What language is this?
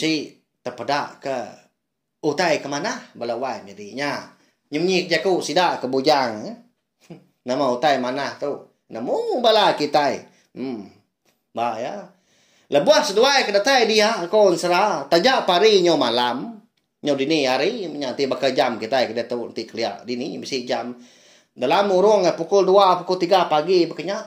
Iban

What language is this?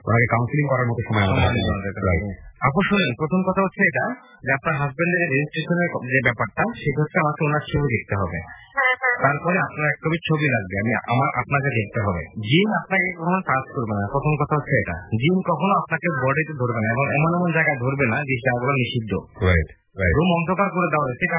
Bangla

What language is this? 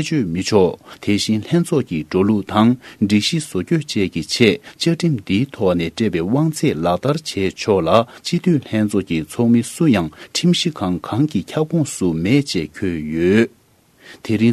Tibetan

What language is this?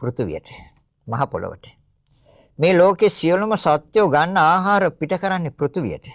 Sinhala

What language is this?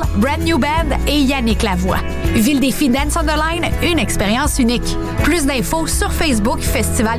French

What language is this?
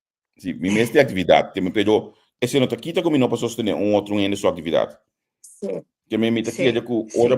Papiamento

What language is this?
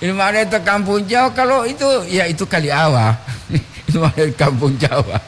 Gorontalo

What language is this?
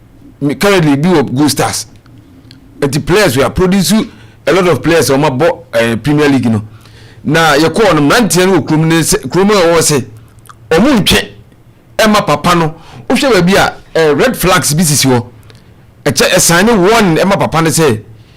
Akan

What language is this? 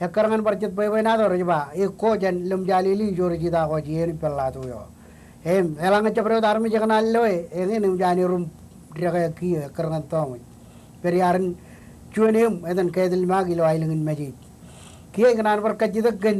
Marshallese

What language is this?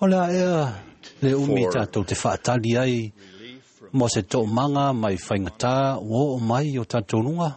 Samoan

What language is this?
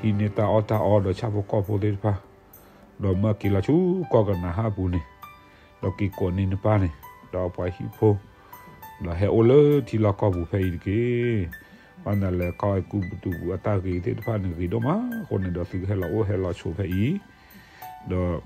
S'gaw Karen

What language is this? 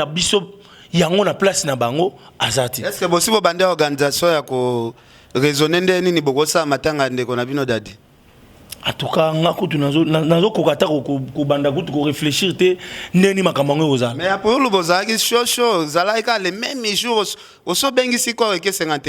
Lingala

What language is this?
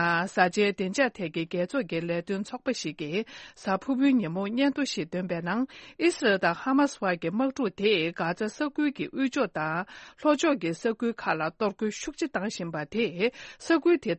Tibetan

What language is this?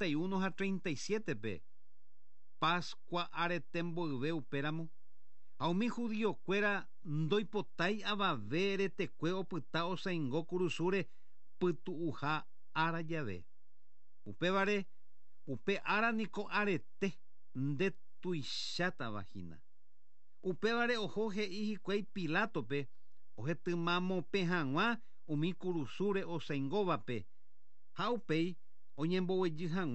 Guarani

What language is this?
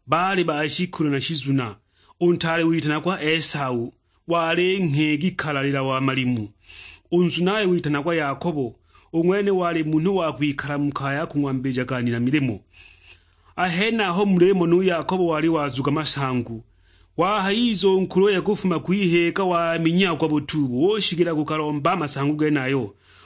Sukuma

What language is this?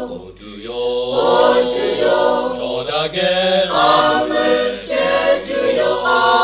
Lahu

